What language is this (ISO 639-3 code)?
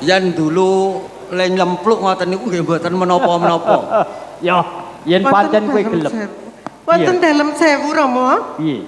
jav